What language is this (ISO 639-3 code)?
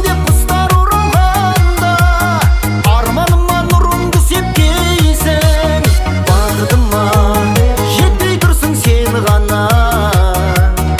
kaz